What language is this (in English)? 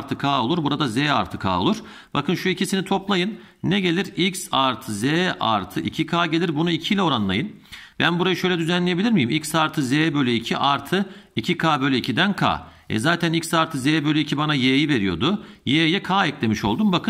Turkish